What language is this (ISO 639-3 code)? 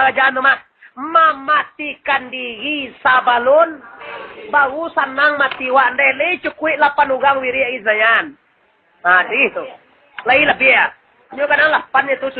min